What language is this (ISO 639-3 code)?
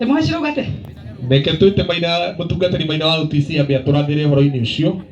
kik